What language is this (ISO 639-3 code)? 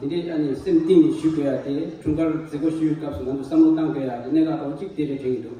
bod